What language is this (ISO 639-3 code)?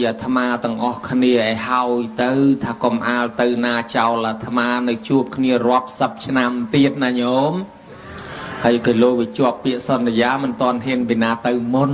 khm